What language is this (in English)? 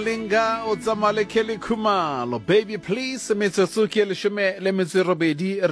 Southern Sotho